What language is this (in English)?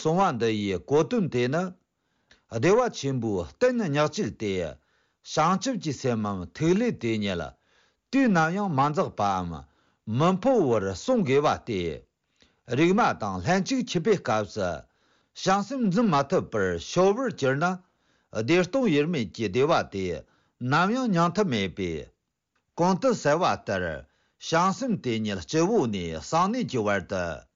Tibetan